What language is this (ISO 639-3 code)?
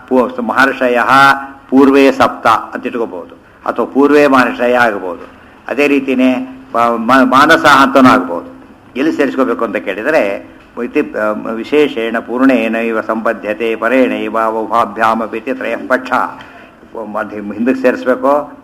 kan